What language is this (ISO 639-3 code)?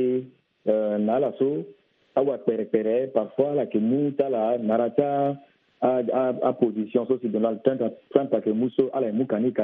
sag